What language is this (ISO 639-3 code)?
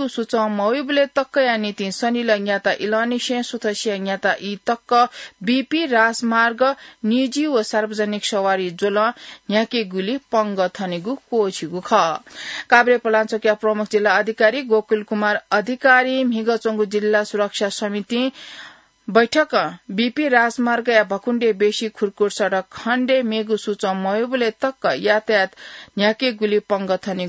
new